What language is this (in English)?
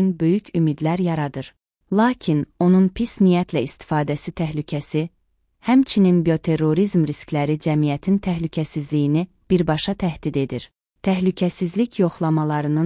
Azerbaijani